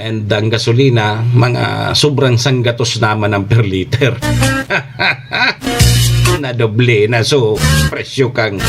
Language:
Bikol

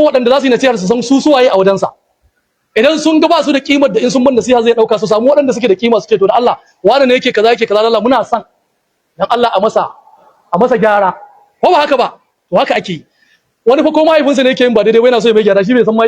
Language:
Hausa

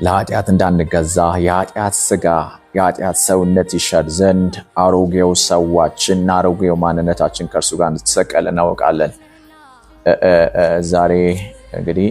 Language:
Amharic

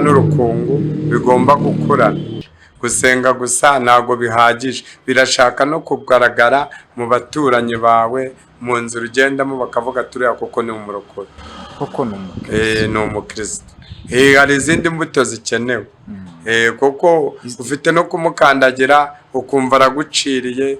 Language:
Kinyarwanda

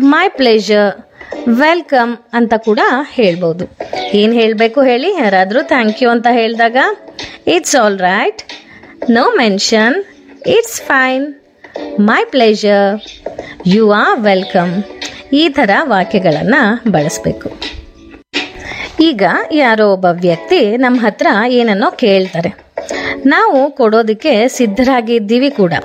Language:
Kannada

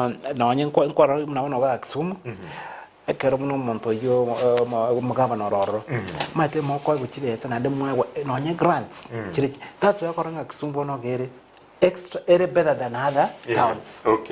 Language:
Gusii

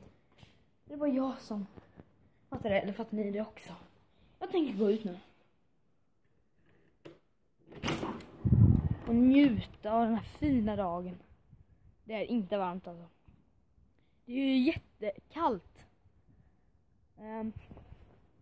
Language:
Swedish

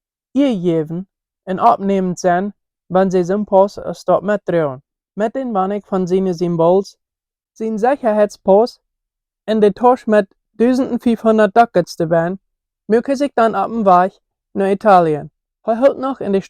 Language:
Plautdietsch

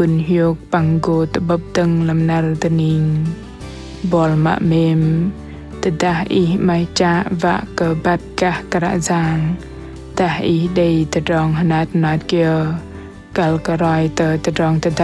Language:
Bahnar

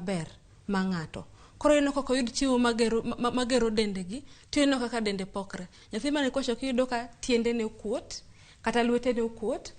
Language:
Luo (Kenya and Tanzania)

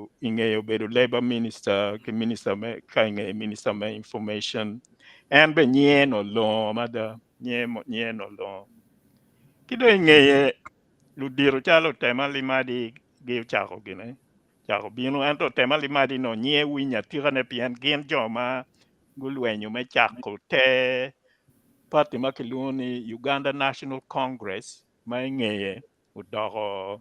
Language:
Acoli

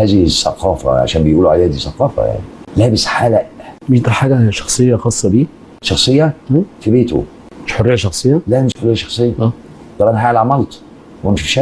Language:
Egyptian Arabic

